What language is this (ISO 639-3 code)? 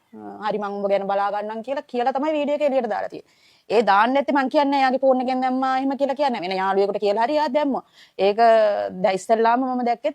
sin